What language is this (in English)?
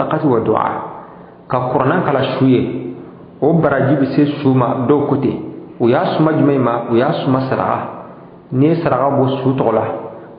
Bambara